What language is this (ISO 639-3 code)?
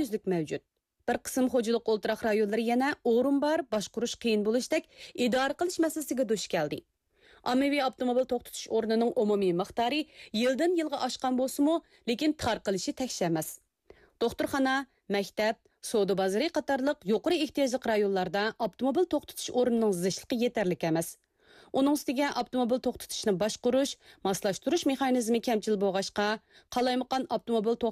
uig